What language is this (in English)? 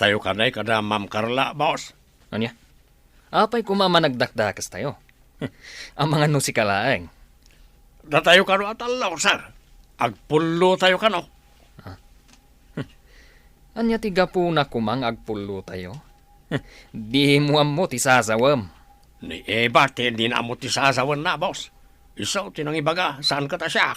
Iloko